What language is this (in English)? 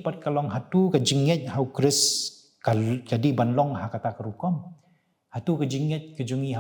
Khasi